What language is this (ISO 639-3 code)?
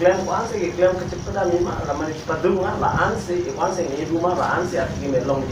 mjw